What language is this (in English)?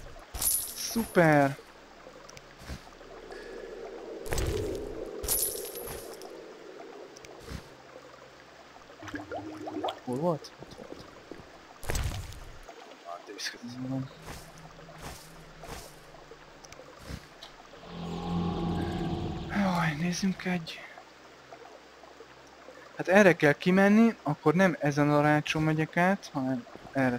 Hungarian